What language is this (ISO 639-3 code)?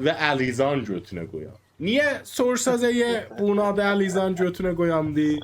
azb